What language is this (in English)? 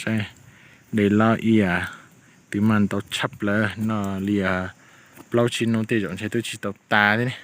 Hmong